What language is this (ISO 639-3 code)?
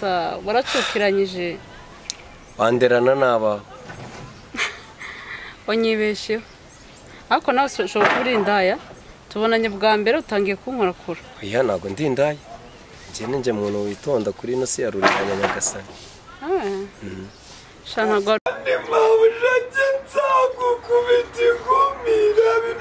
kin